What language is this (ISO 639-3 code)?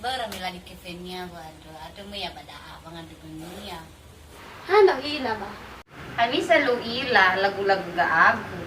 nia